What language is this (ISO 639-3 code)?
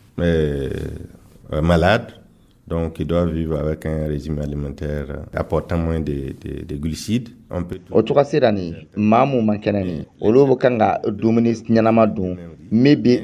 dyu